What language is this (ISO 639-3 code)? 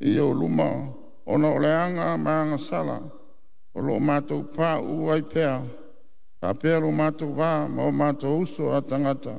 smo